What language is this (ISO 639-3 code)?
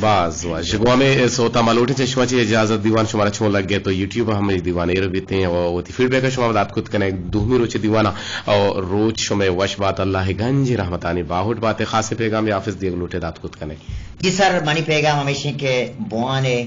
bgp